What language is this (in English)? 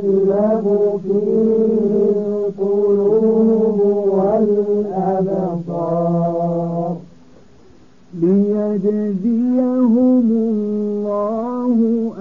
Arabic